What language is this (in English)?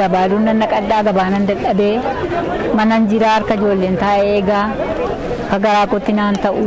Oromo